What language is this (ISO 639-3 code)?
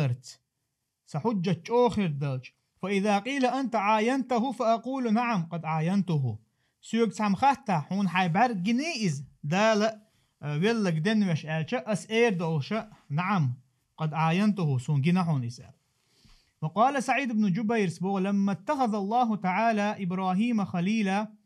che